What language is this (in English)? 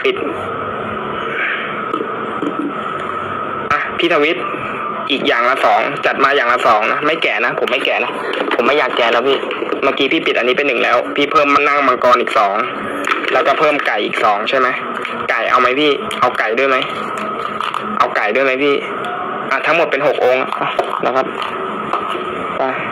Thai